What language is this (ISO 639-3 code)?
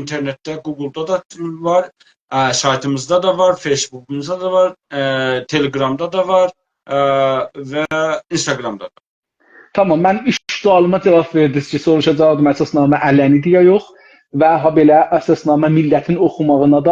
azb